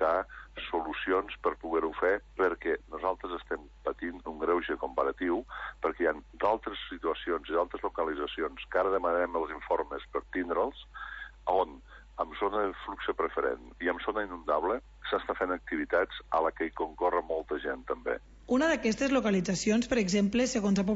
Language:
Catalan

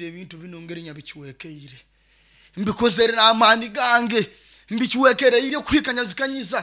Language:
Nyoro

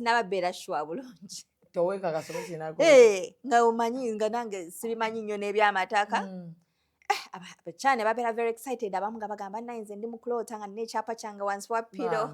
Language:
Ganda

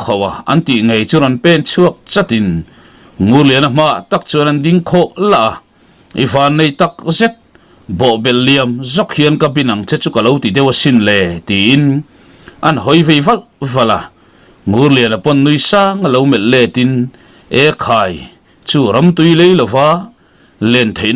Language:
Mizo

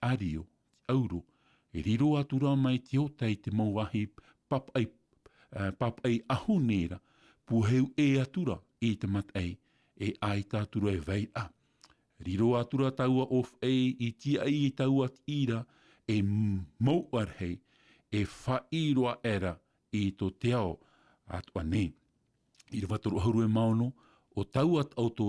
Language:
Tahitian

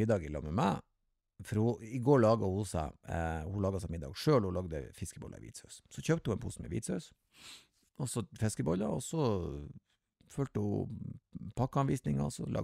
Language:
Norwegian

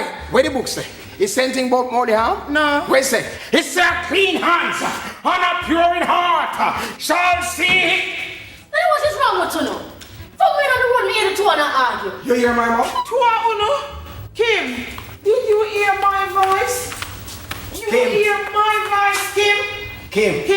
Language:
Jamaican Creole English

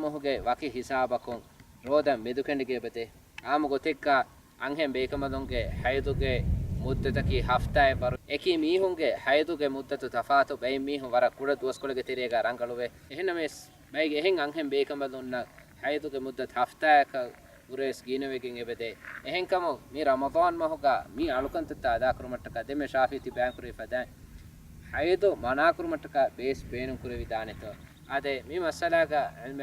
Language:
Divehi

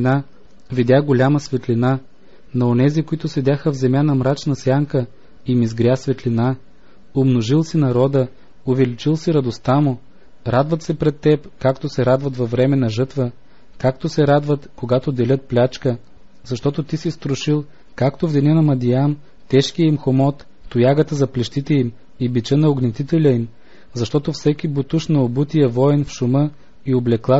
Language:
Bulgarian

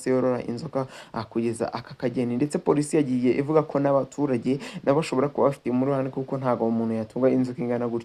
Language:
Kinyarwanda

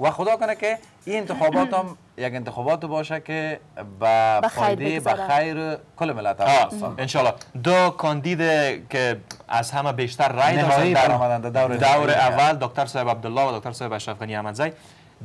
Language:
Persian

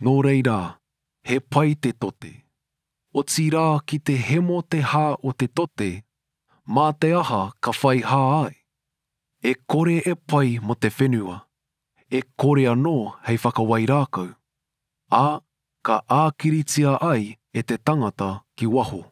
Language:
Māori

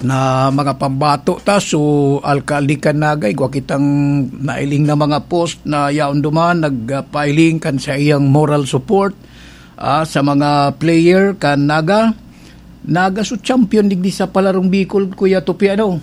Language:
Bikol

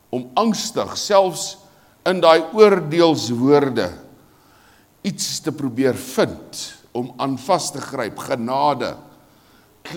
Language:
Afrikaans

